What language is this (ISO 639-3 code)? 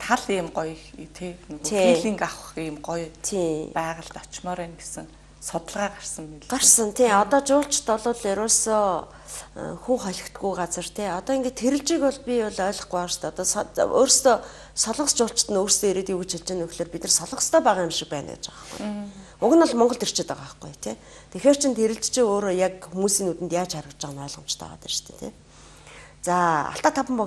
mon